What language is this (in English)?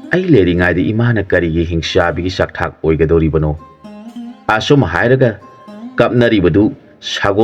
Manipuri